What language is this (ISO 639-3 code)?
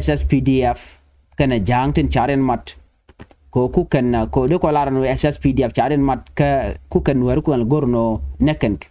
nus